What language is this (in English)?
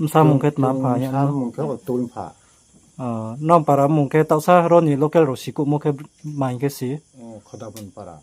Riang (India)